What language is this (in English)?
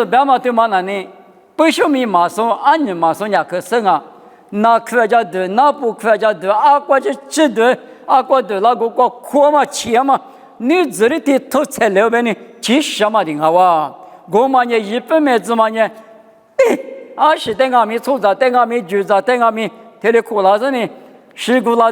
Lisu